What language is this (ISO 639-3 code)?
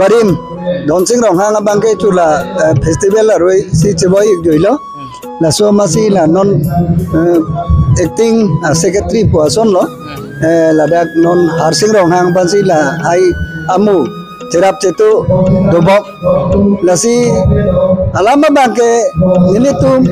mjw